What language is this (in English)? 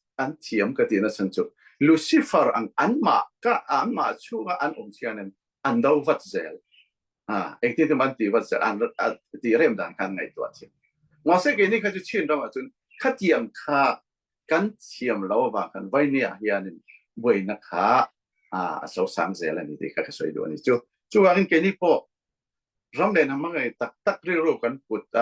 Falam Chin